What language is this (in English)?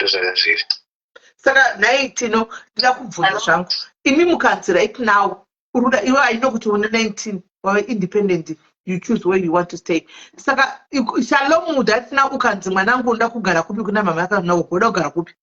Shona